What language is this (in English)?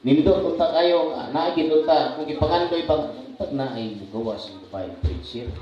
Cebuano